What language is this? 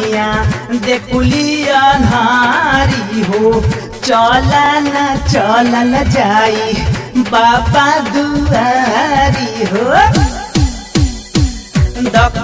Bhojpuri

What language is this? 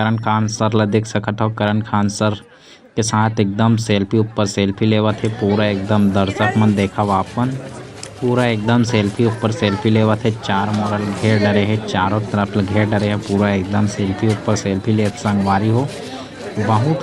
Chhattisgarhi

